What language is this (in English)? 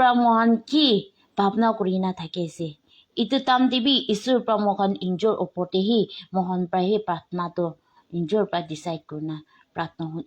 Naga Pidgin